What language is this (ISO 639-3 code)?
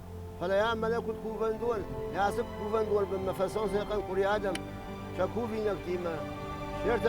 oss